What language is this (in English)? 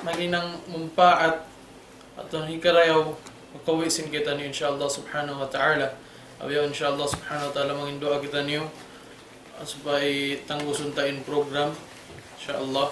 Tausug